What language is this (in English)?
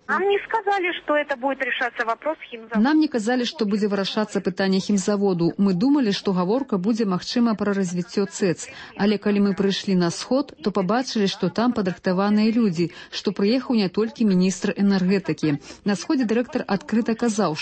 Belarusian